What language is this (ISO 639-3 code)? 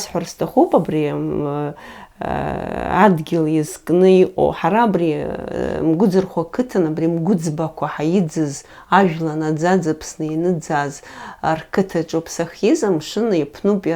abk